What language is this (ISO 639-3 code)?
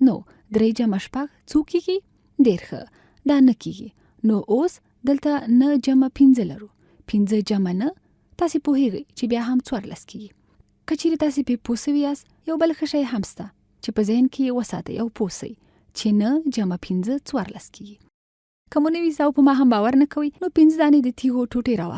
pus